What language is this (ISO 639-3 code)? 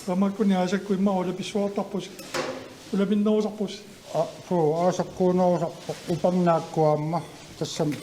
kal